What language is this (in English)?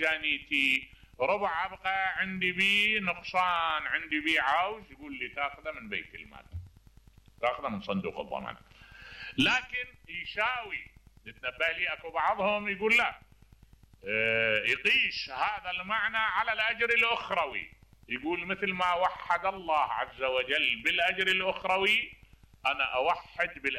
Mesopotamian Arabic